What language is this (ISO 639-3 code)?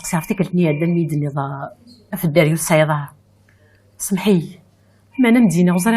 kab